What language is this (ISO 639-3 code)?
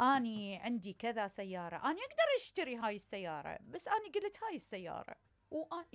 acm